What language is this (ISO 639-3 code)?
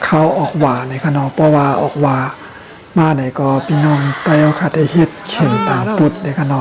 shn